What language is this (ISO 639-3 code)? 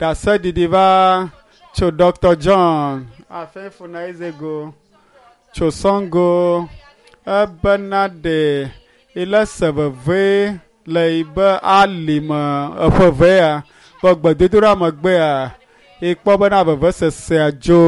ewe